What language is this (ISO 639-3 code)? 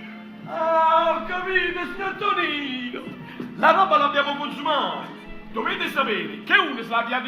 nap